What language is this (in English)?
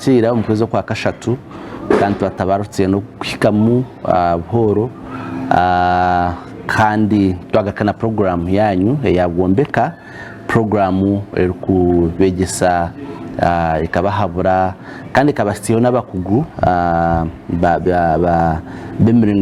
Nyankole